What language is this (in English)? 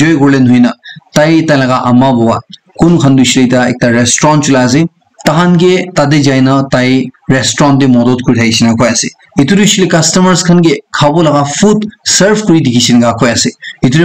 Naga Pidgin